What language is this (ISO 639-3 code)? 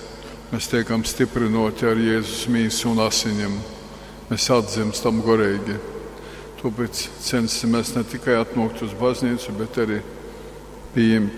ltg